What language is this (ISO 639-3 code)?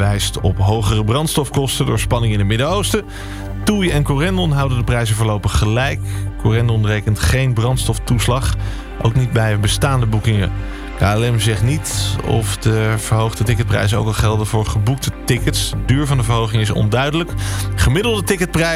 nld